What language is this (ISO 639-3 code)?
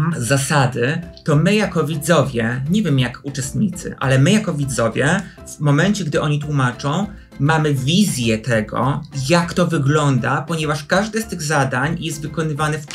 pol